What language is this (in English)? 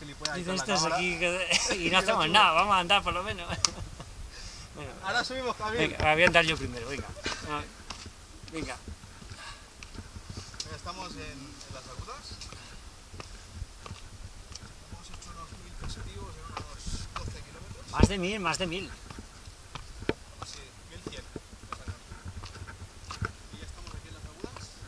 Spanish